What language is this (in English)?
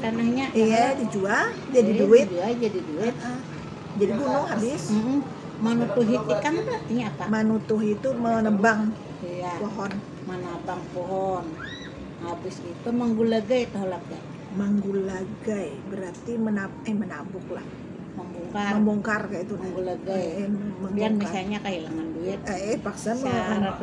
Banjar